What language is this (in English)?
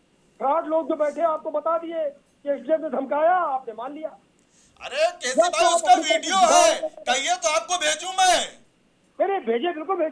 Hindi